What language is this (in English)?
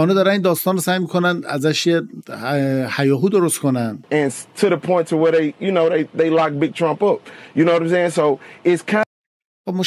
Persian